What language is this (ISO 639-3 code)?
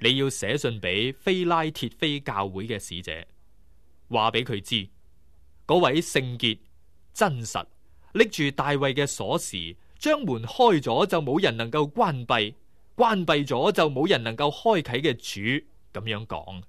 yue